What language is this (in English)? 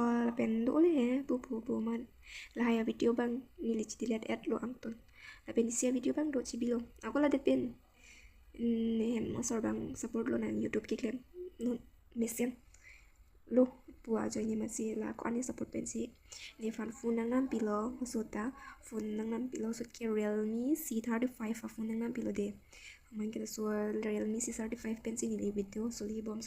Karbi